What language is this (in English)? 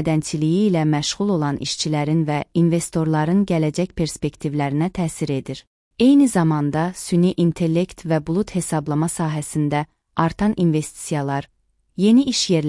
Azerbaijani